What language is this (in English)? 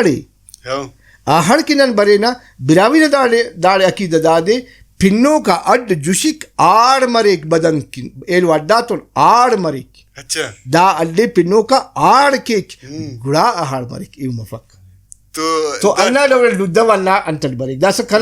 Brahui